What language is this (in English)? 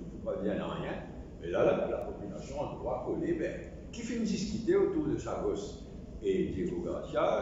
Morisyen